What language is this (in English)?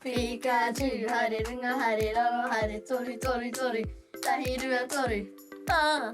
Māori